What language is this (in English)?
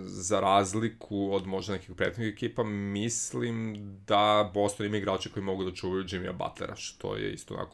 Serbian